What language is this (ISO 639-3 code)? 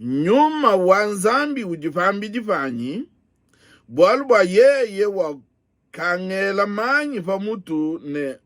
lua